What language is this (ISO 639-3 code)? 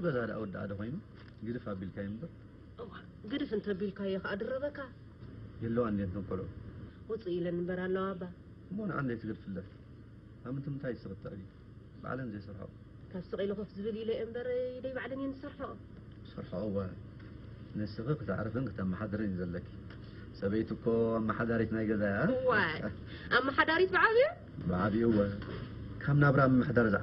tir